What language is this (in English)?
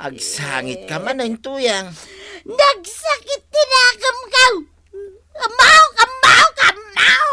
Iloko